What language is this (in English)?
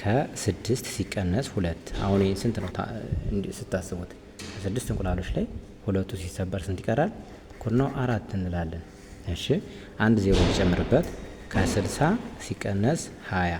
Amharic